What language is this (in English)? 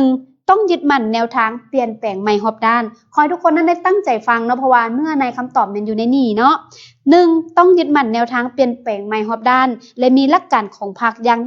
Lao